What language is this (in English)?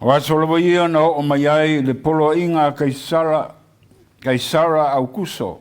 Samoan